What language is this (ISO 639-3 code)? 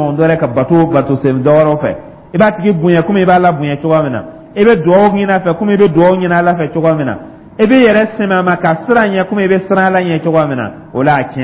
dyu